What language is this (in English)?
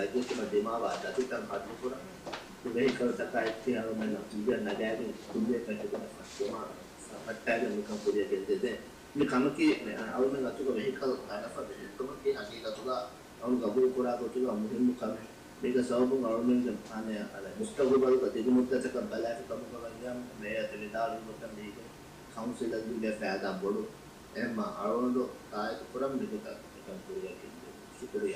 Divehi